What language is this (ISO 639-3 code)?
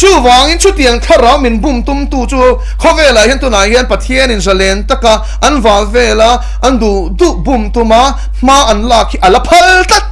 lus